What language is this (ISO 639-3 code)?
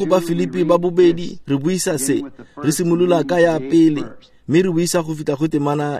tsn